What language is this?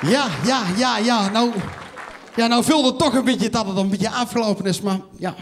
Limburgish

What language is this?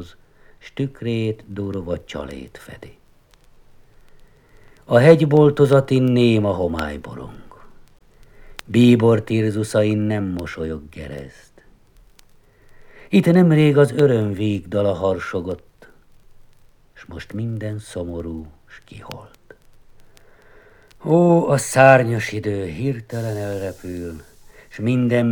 Hungarian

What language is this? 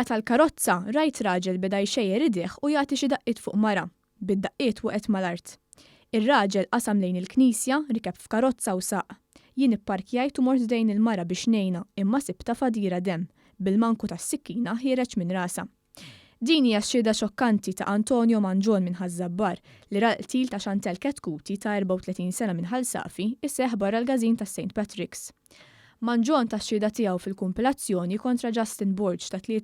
Maltese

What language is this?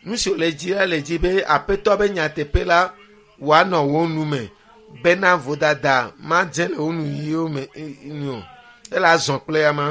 Ewe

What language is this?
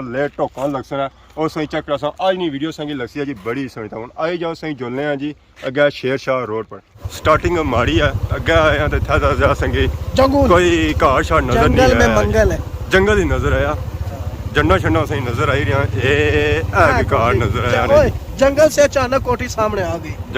Pahari-Potwari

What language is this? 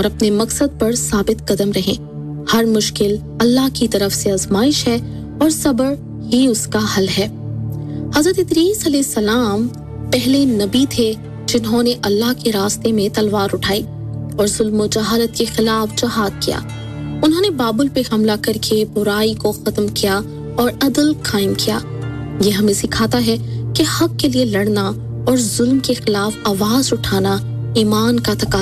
Urdu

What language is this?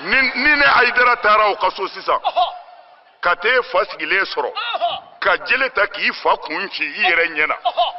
Bambara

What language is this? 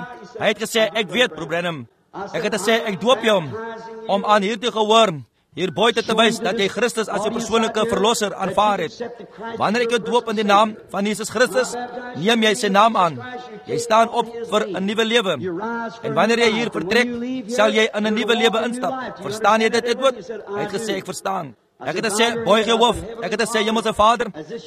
Afrikaans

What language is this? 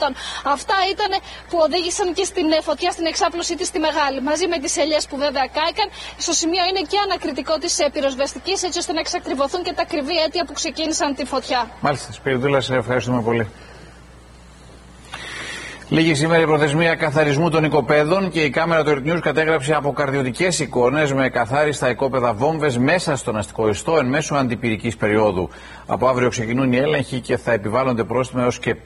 Greek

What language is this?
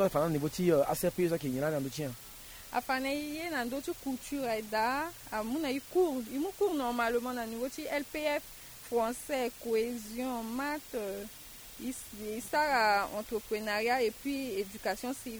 Sango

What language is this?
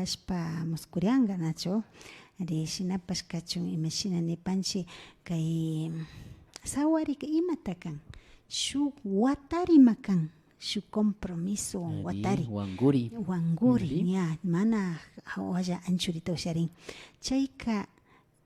Imbabura Highland Quichua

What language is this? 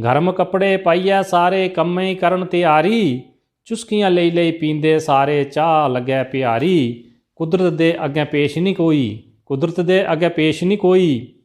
Dogri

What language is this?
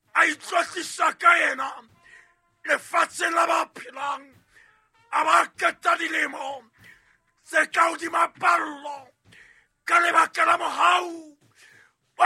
Southern Sotho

